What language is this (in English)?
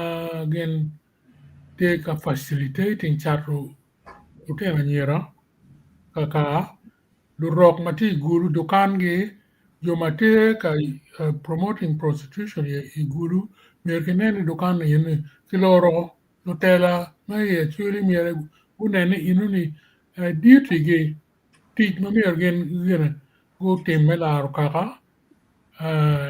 Acoli